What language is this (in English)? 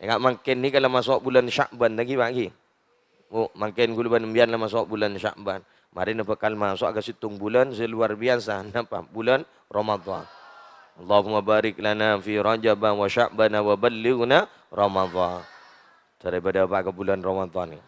Madurese